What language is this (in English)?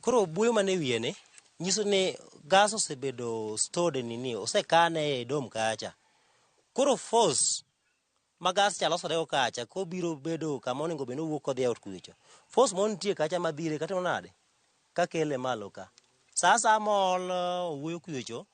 Luo (Kenya and Tanzania)